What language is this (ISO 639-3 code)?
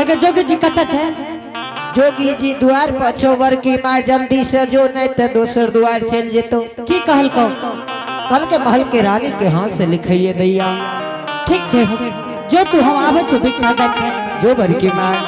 anp